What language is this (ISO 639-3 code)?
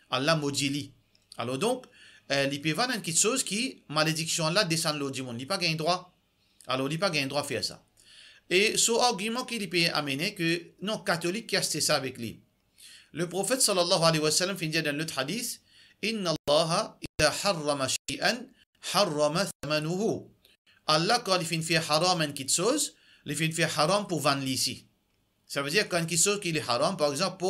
mfe